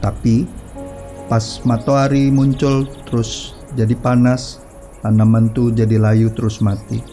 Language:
Musi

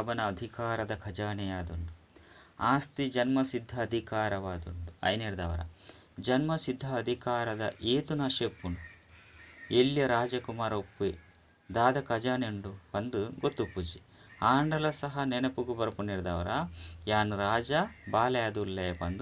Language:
Tulu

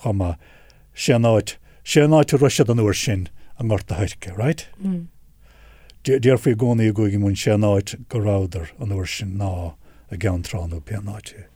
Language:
Irish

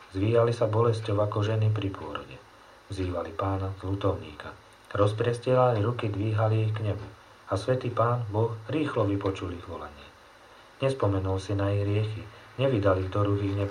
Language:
Slovak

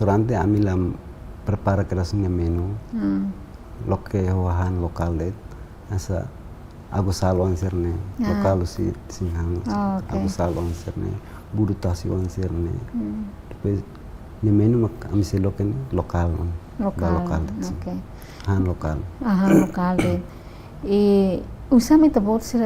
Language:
Tetum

